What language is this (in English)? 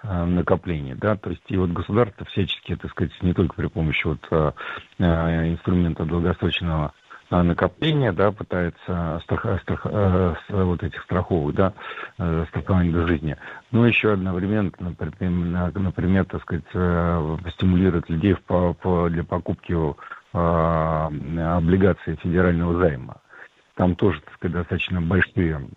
Russian